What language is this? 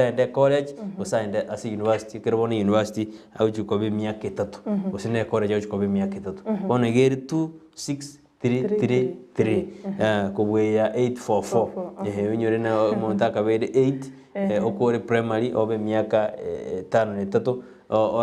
Gusii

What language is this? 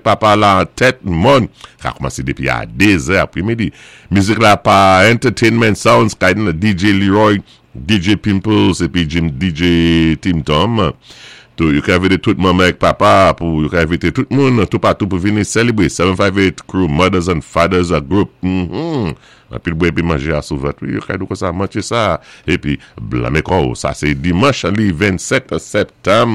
Saint Lucian Creole French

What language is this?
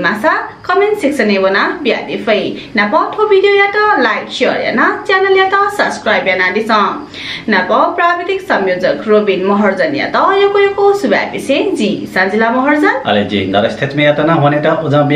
Newari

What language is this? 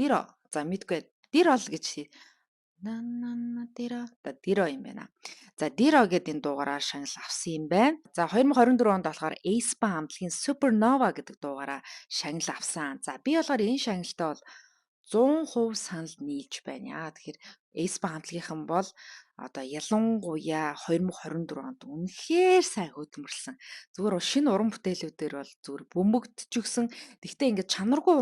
Mongolian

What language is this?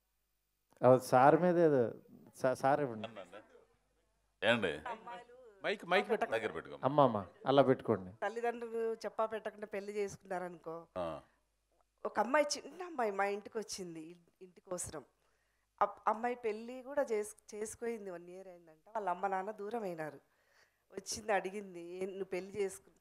Telugu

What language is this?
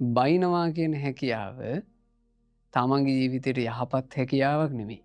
Sinhala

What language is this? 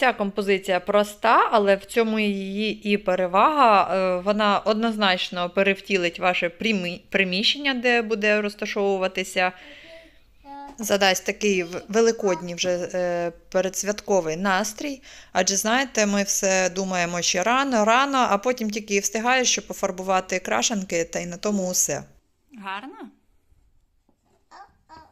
Ukrainian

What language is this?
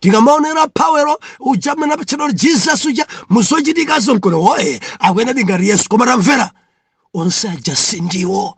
Nyanja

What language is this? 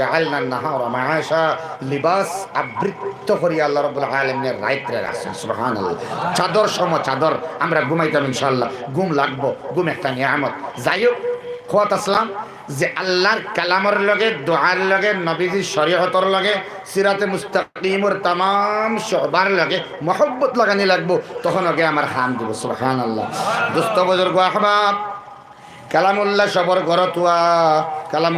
Sylheti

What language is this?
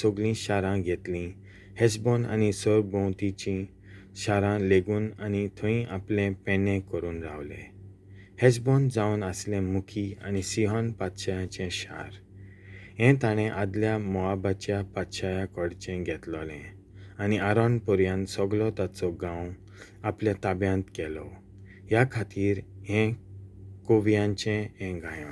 Konkani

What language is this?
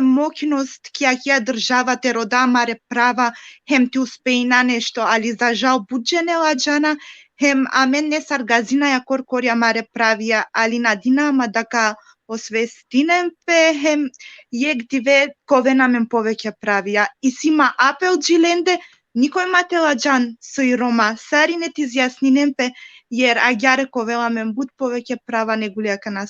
Balkan Romani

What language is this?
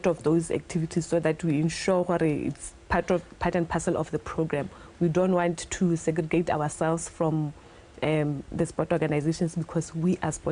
Tswana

